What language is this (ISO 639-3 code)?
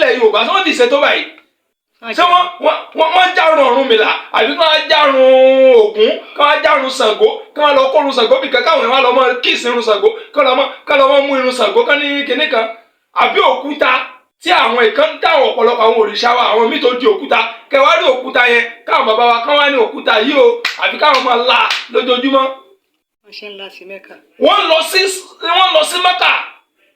yor